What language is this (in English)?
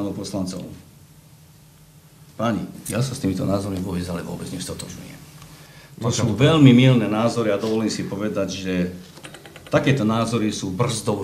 Slovak